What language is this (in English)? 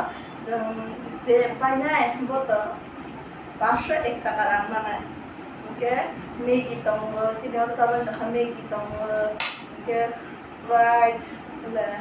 Kok Borok